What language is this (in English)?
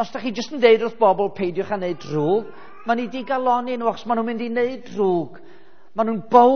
Welsh